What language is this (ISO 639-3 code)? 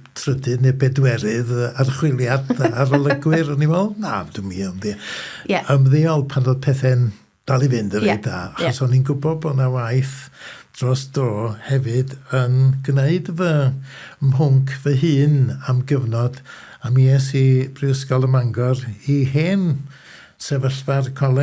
cym